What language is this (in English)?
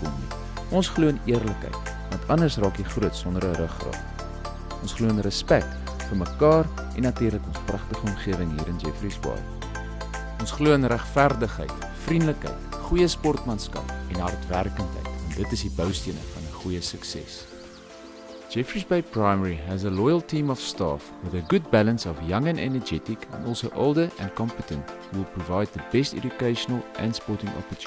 Afrikaans